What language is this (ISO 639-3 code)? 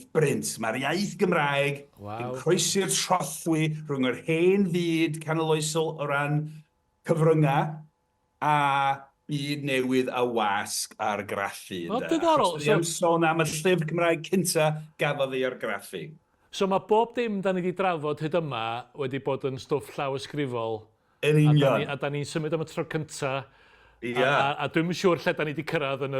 cym